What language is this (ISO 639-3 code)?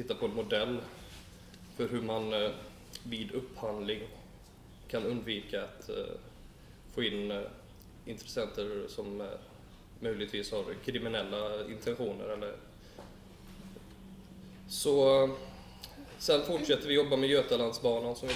swe